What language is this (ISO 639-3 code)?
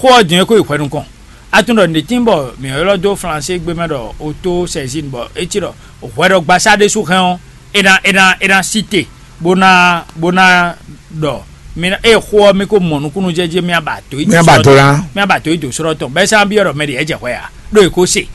fon